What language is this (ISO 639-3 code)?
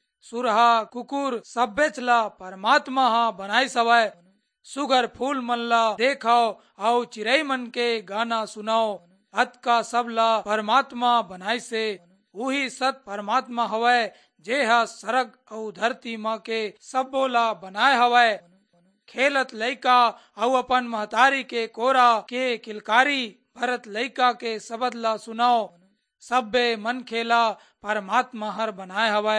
hne